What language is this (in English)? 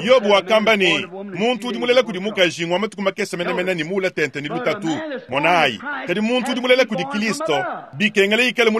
Luba-Lulua